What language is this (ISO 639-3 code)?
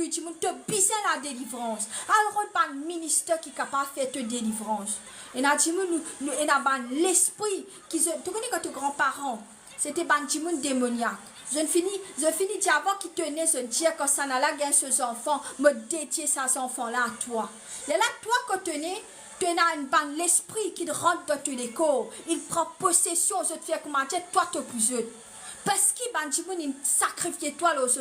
mfe